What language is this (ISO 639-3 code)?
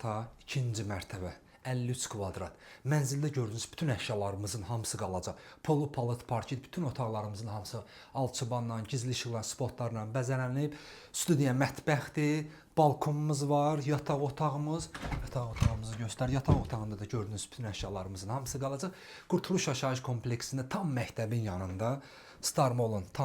aze